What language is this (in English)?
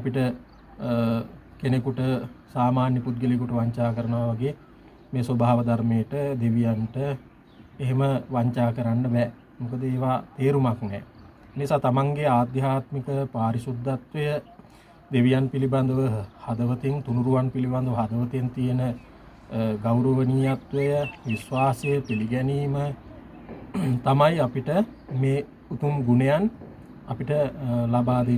Sinhala